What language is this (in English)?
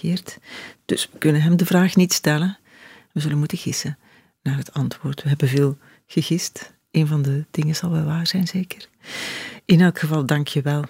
Dutch